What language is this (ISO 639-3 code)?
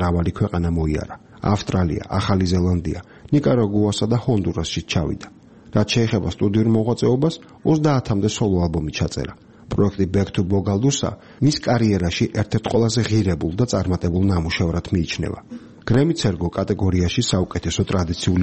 kat